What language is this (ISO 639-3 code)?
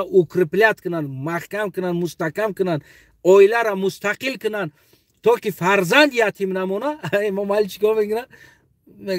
tgk